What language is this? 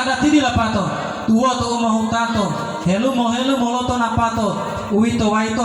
Gorontalo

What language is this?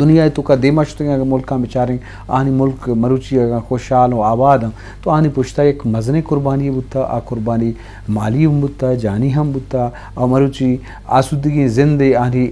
Eastern Balochi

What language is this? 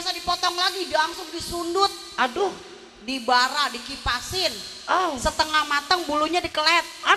Betawi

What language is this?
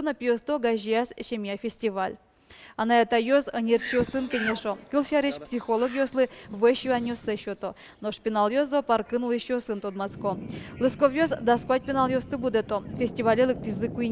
Udmurt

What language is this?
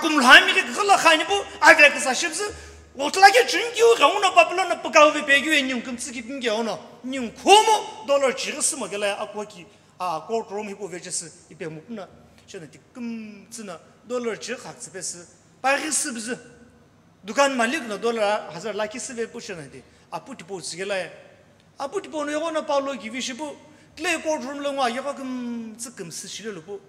Sumi Naga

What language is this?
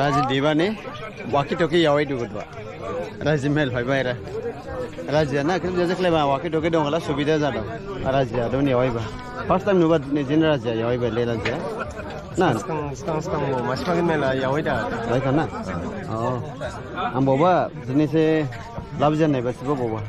Dimasa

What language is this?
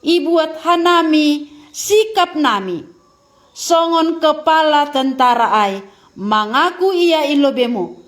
Batak Simalungun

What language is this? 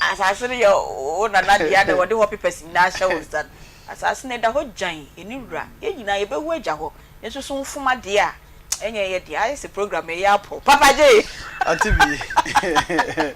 Akan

